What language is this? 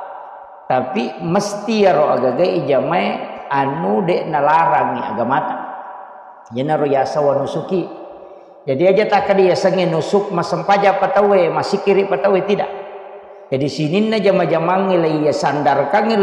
Buginese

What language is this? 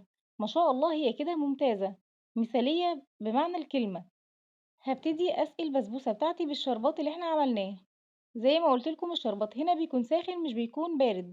Egyptian Arabic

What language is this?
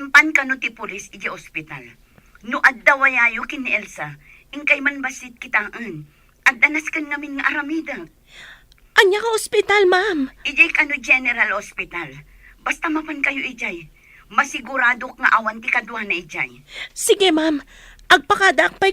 Iloko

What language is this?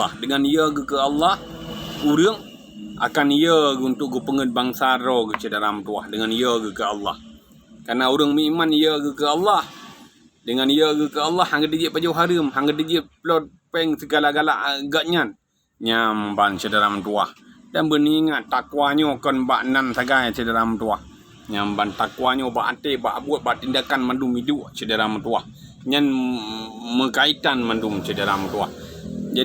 Achinese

